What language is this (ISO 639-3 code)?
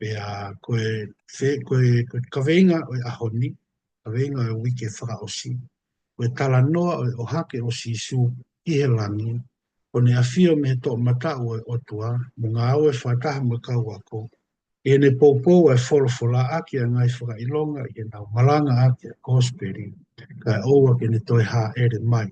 ton